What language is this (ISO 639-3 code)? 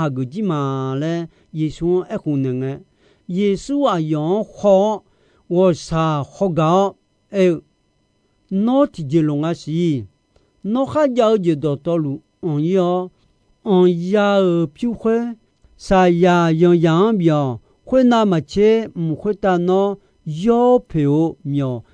ahk